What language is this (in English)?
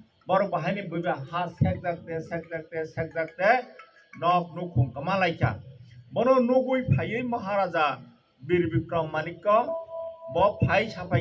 Kok Borok